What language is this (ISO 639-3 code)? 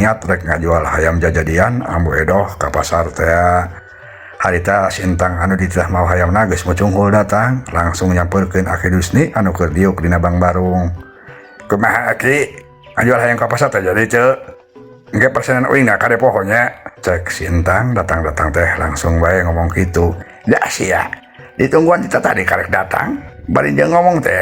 sun